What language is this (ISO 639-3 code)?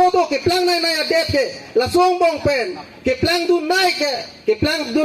mjw